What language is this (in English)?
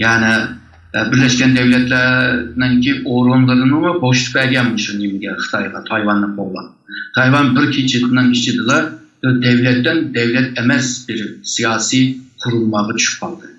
Uyghur